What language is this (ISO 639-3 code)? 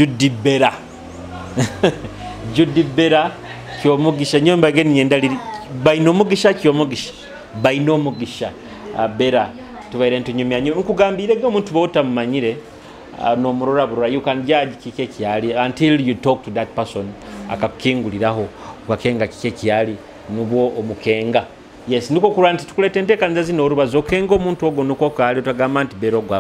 nyo